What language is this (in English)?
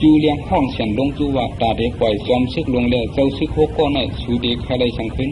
Shan